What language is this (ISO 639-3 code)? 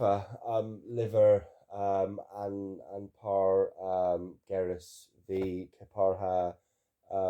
cor